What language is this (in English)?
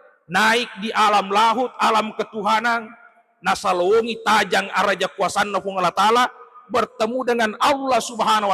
Buginese